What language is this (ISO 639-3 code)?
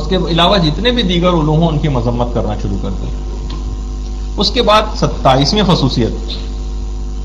urd